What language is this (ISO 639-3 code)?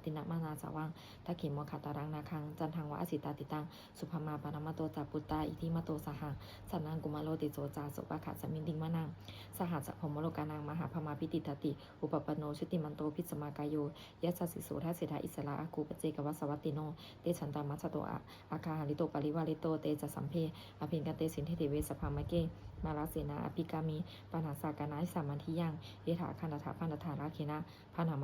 pli